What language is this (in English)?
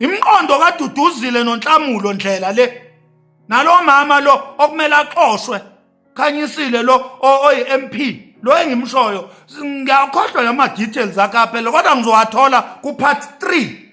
Zulu